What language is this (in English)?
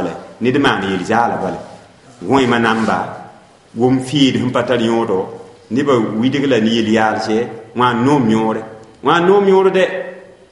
Mossi